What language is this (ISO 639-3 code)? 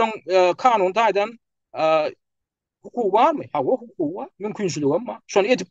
tuk